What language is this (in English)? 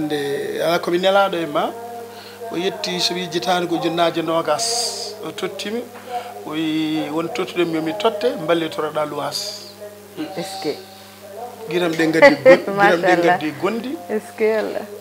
Fula